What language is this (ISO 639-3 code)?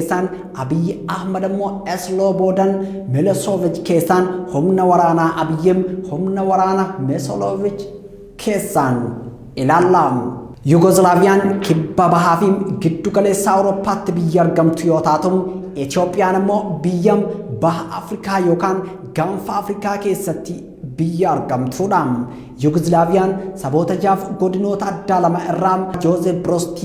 orm